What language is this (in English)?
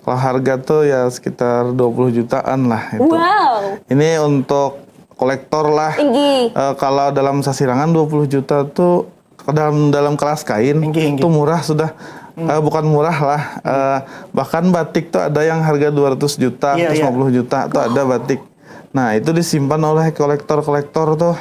Banjar